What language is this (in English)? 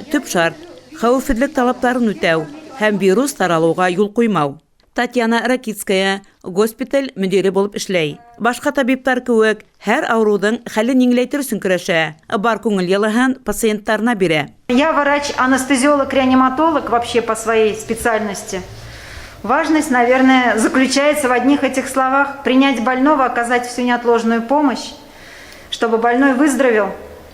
Bashkir